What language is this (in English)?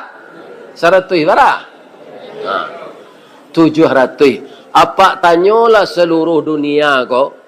Minangkabau